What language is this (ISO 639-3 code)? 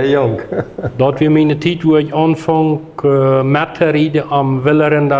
pdt